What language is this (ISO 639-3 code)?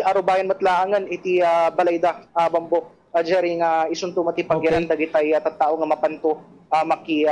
ilo